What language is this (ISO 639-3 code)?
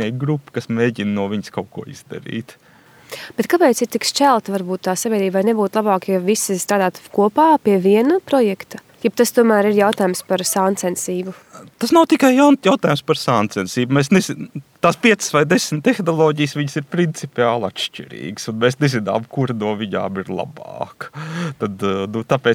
lav